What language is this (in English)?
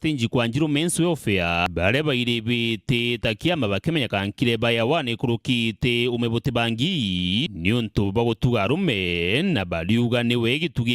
Meru